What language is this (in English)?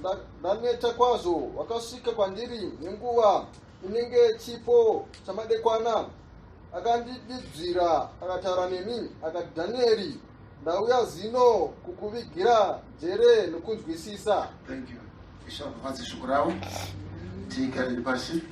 Shona